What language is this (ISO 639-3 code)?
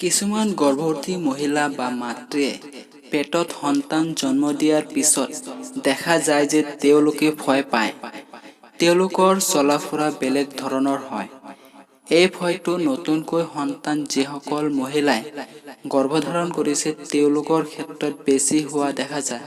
asm